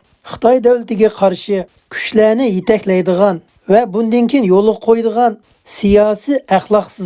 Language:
Uyghur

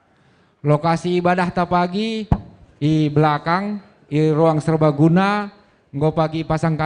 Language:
Batak Karo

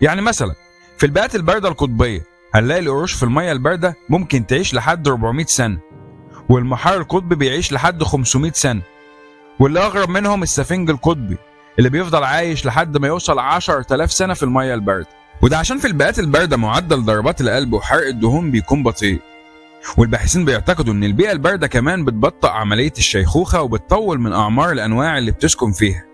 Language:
Egyptian Arabic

